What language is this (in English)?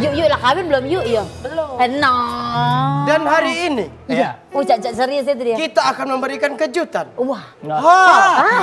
Musi